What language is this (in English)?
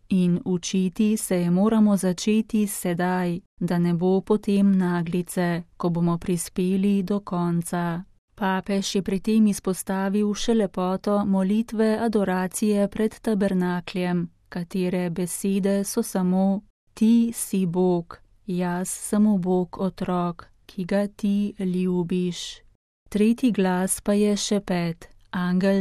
Slovenian